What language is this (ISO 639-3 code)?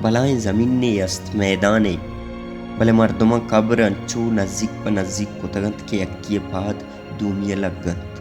bal